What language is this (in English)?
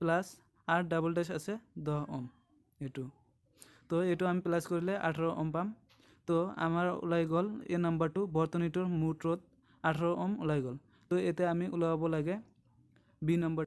Assamese